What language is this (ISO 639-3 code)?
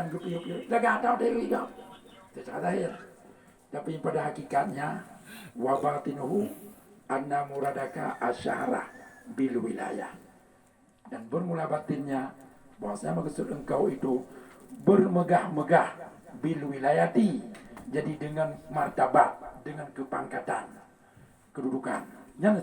ace